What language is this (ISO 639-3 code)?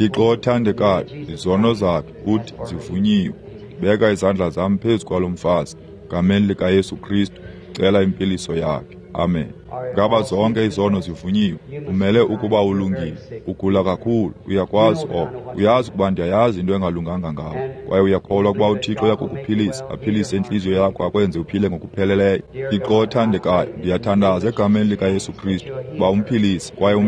xho